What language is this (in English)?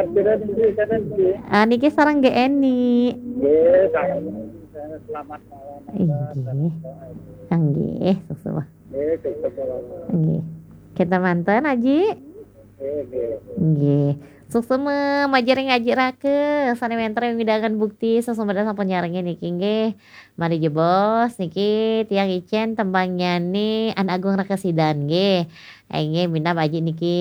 Balinese